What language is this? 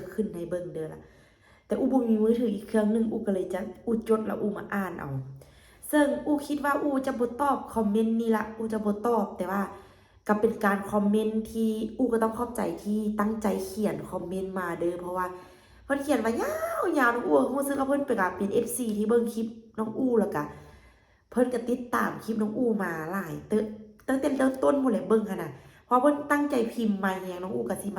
Lao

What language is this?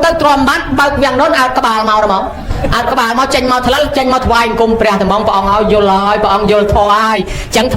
Khmer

